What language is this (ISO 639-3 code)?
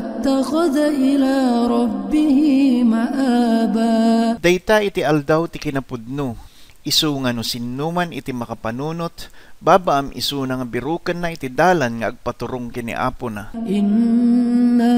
ilo